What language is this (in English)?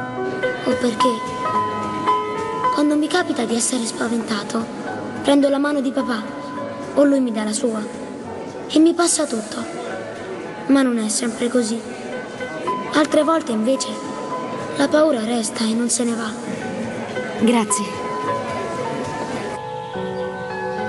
Italian